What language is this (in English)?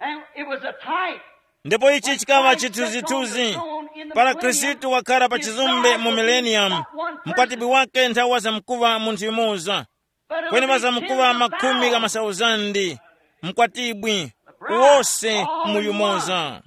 Tumbuka